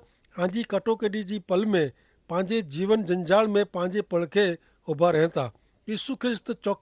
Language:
Kachhi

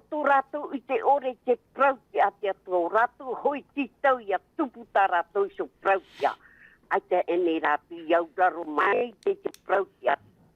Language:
Tahitian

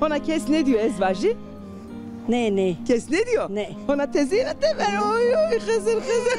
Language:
Zaza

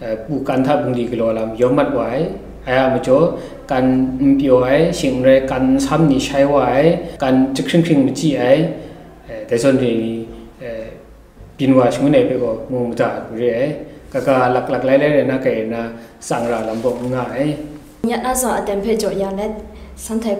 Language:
Kachin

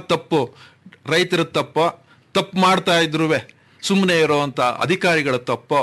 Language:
Kannada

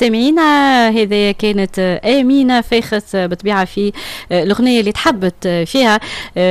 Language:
Tunisian Arabic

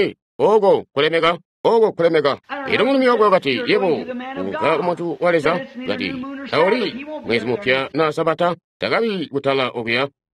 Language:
Tonga (Zambia)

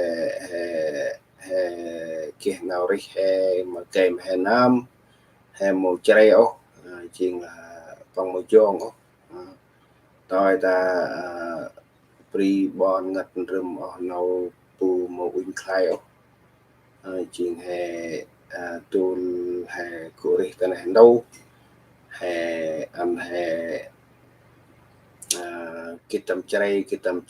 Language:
Central Mnong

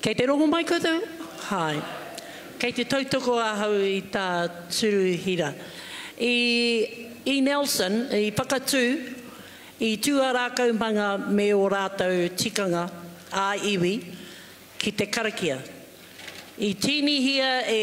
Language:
Māori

